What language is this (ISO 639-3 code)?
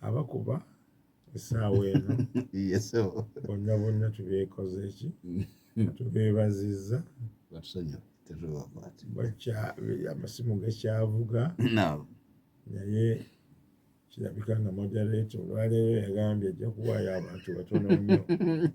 lug